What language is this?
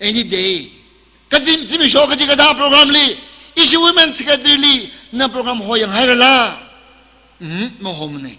Tangkhul Naga (India)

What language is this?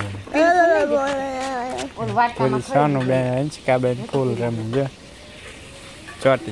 Gujarati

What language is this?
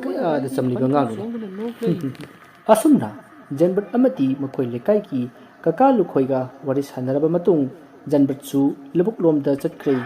Manipuri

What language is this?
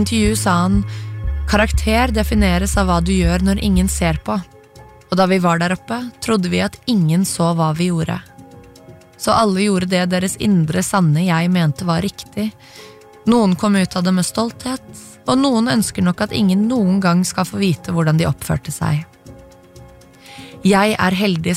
Norwegian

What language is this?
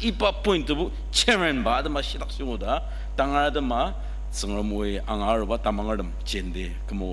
Ao Naga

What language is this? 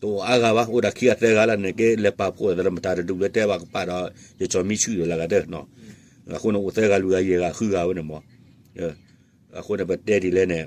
S'gaw Karen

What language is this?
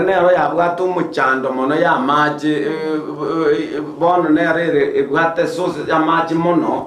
Gusii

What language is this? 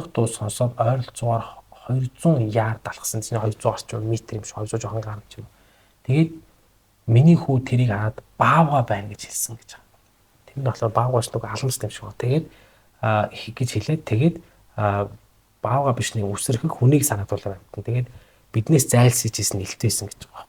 Mongolian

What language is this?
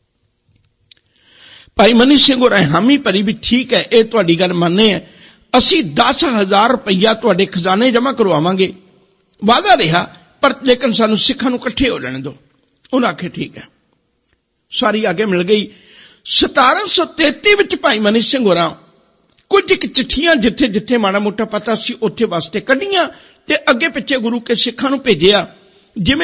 Punjabi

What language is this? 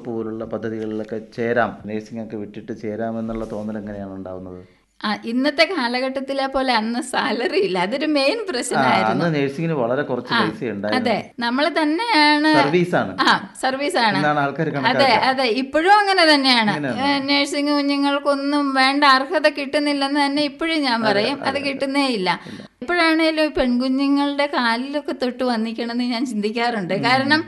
Malayalam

